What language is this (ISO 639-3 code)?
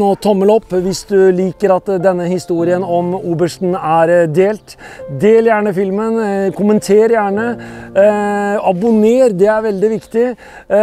nor